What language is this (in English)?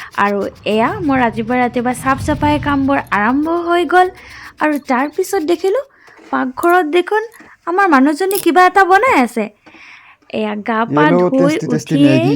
Assamese